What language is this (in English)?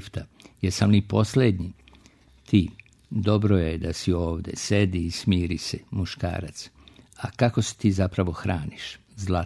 Serbian